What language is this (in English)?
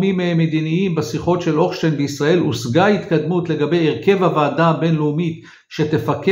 Hebrew